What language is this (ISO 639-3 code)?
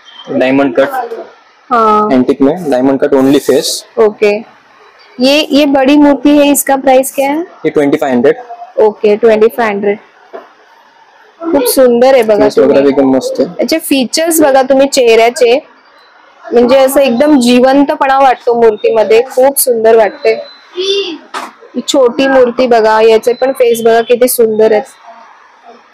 mar